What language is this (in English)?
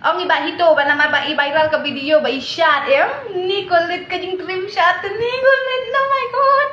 Khasi